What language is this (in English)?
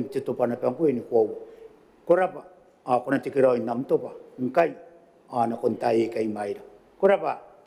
Gilbertese